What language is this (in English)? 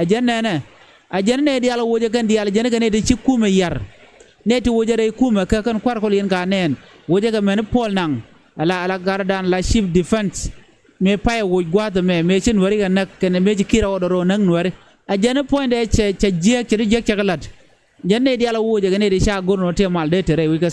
Nuer